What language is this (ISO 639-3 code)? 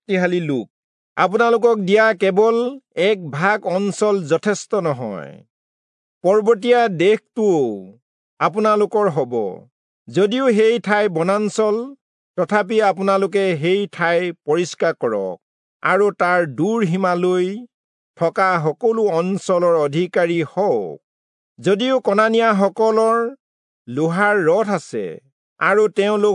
asm